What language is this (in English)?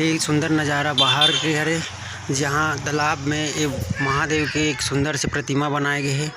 Chhattisgarhi